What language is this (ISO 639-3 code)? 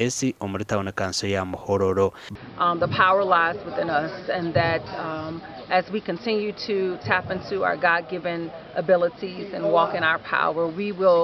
nyn